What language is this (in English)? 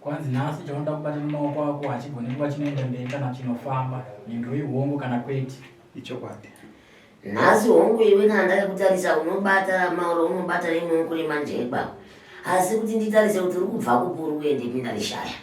Shona